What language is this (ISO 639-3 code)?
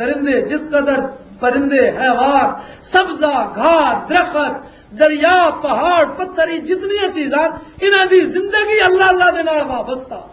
lah